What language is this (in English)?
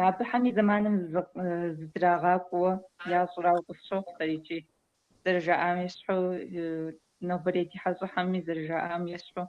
Kabardian